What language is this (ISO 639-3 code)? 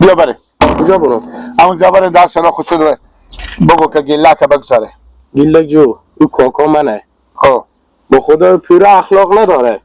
haz